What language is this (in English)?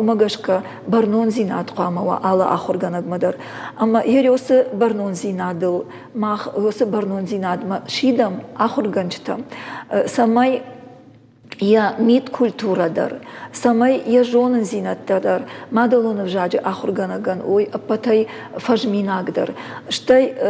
Ossetic